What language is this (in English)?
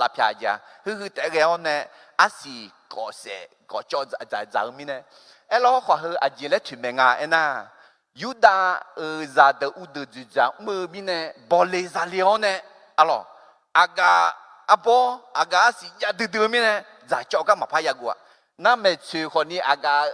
Akha